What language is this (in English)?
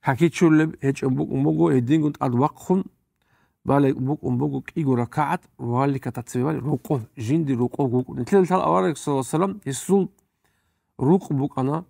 Avaric